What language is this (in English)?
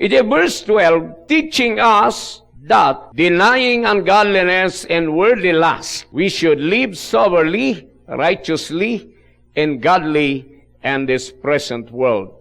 Iloko